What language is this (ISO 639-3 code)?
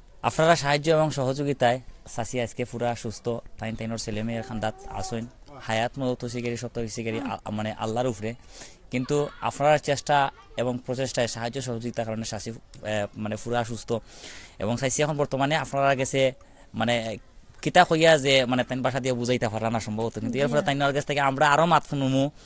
syl